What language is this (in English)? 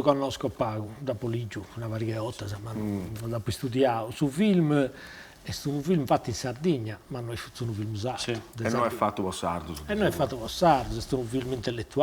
Sardinian